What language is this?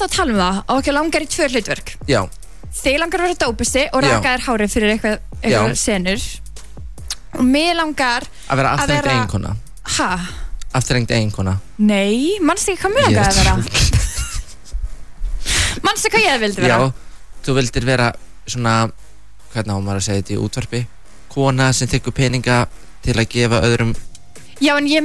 Icelandic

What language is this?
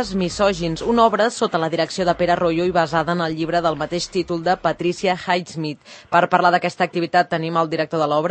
Catalan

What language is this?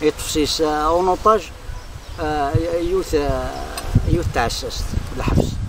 Kabyle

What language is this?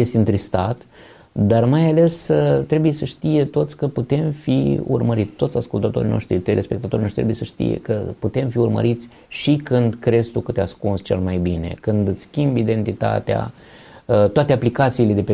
Romanian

